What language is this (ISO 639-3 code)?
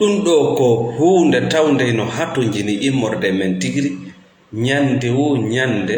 ful